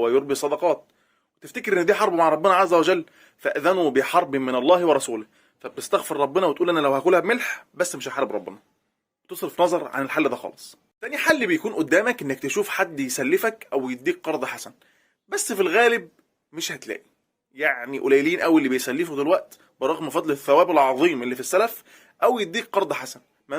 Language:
Egyptian Arabic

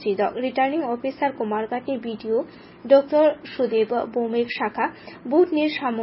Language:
Kok Borok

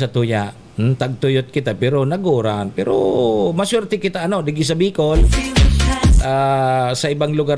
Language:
Bikol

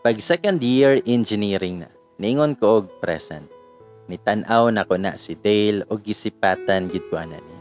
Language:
Cebuano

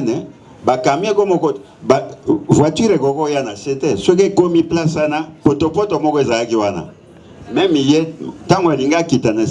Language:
Lingala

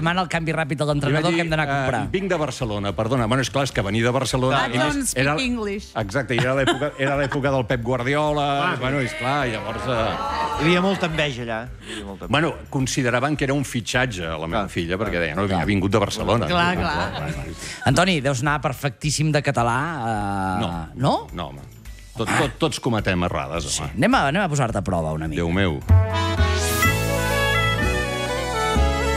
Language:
Catalan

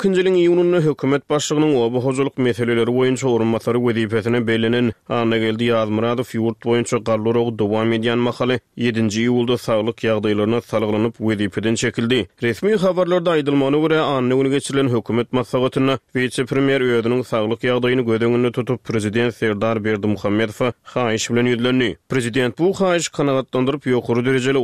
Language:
Turkmen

